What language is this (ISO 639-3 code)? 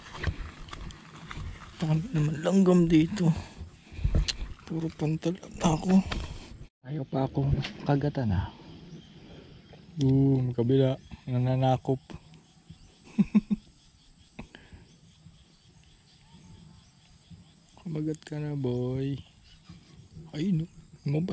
fil